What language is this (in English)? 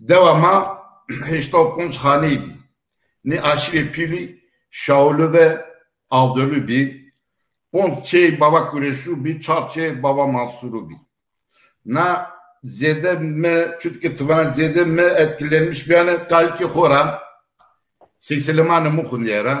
Zaza